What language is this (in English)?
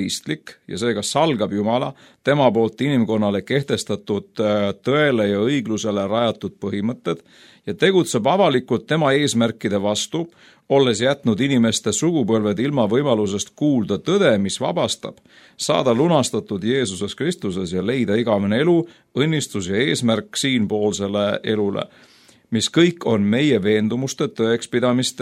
Estonian